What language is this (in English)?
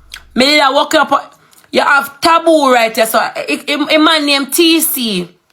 Jamaican Creole English